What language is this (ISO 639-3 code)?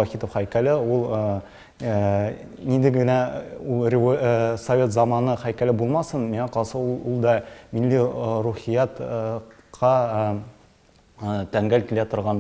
tat